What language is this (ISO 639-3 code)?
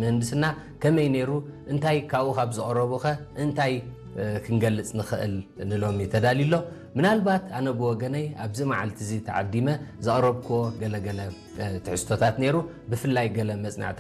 tir